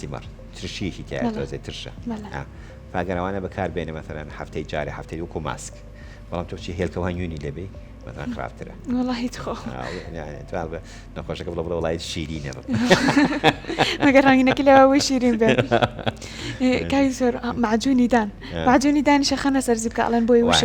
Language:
Central Kurdish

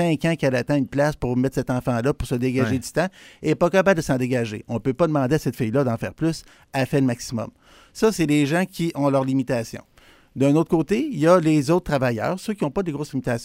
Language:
French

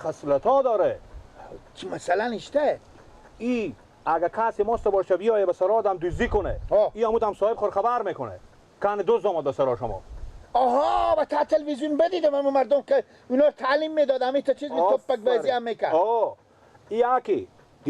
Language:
Persian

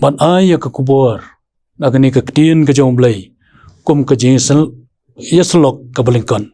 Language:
Khasi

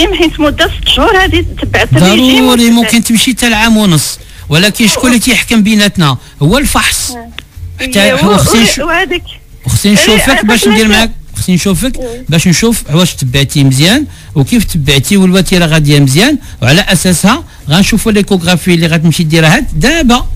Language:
Moroccan Arabic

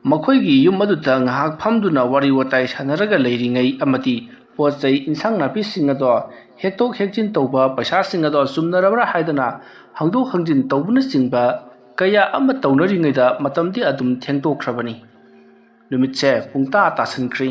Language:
Manipuri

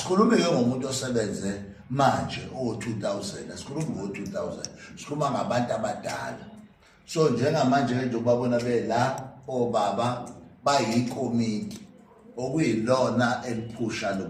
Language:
Zulu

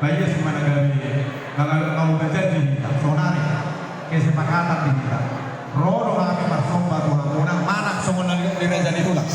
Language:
Batak Toba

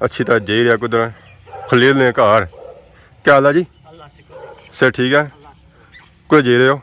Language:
Pahari-Potwari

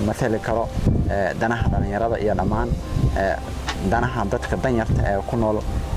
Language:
Somali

